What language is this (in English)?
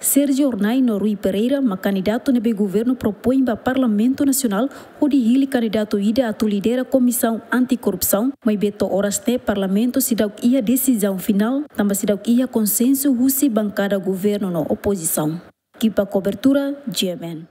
Tetum